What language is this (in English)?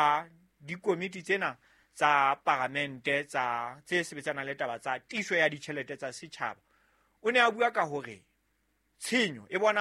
Southern Sotho